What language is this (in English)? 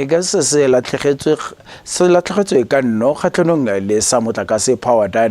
Tswana